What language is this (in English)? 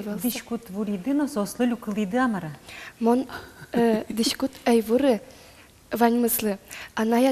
Udmurt